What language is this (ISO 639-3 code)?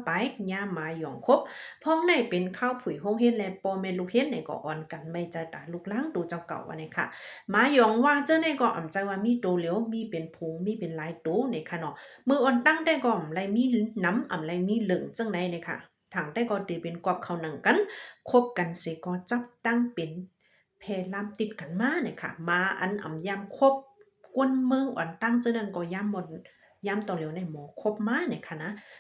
shn